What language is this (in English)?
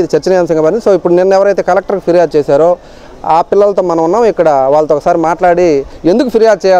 Telugu